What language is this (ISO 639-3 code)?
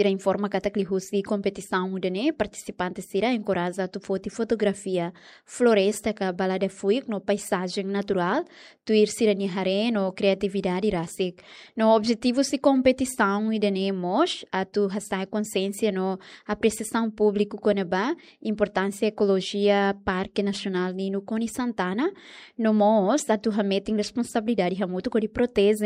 tet